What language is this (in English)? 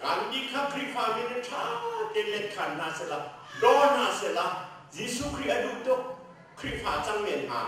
Hakha Chin